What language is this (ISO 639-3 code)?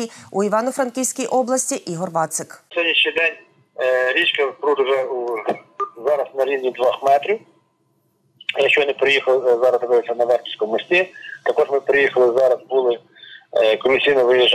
ukr